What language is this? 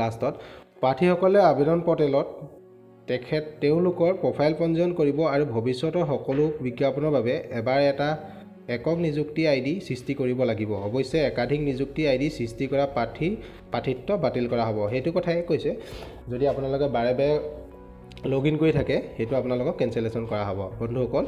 Assamese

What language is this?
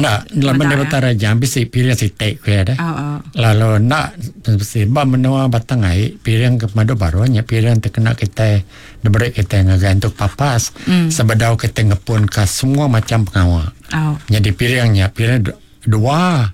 Iban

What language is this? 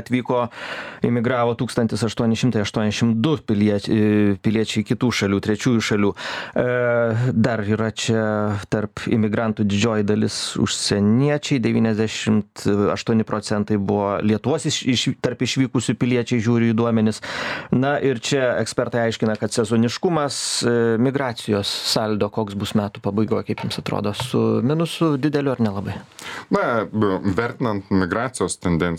Lithuanian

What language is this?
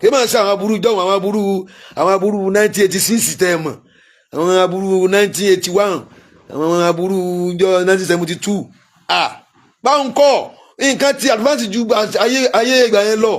Yoruba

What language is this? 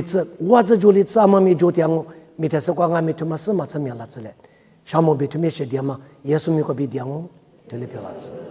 Lisu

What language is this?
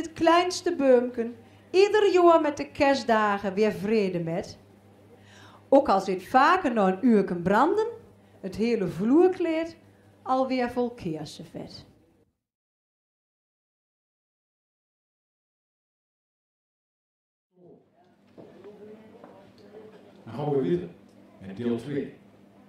Dutch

